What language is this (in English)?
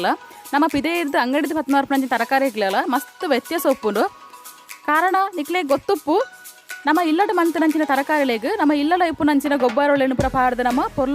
Tulu